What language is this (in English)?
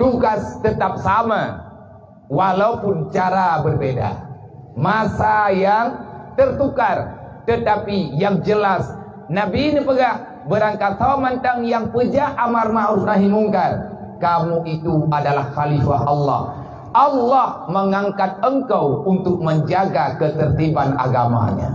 Achinese